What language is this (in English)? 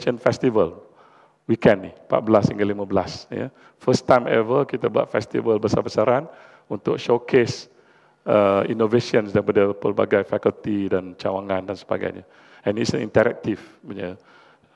Malay